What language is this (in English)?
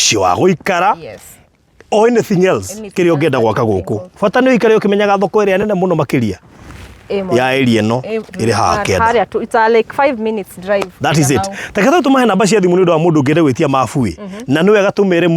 Kikuyu